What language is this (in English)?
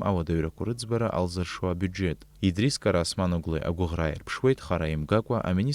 Abkhazian